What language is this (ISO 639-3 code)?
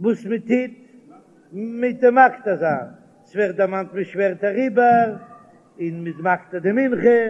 yid